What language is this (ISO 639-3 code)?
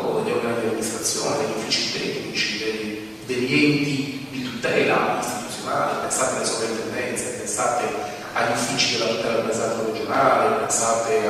ita